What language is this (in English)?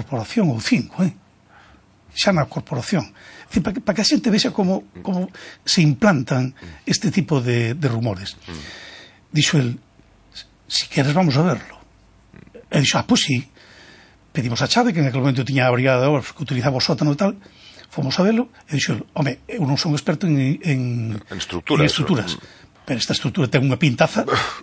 Galician